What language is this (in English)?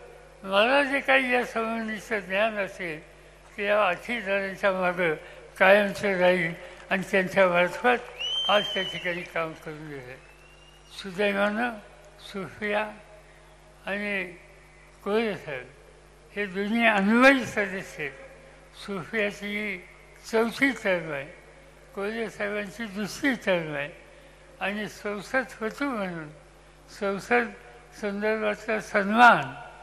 Marathi